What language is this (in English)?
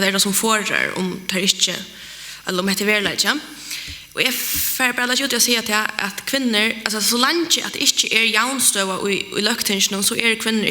Faroese